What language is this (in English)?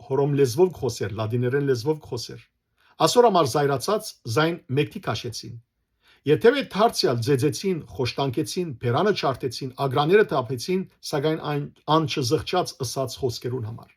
Western Armenian